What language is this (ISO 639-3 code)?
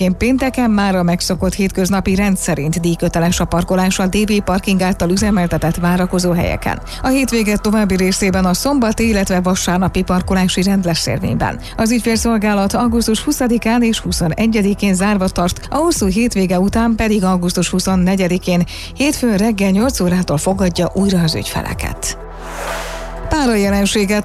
hun